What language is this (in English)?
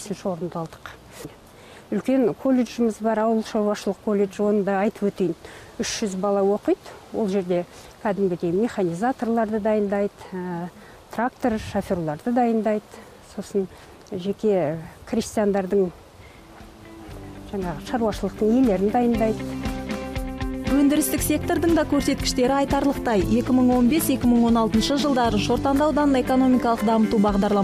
Kazakh